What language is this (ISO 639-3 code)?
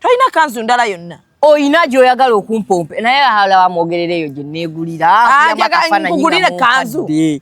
lug